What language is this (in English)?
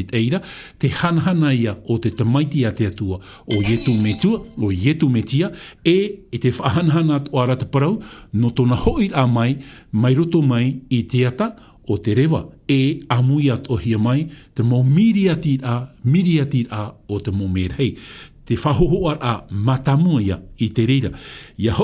Tahitian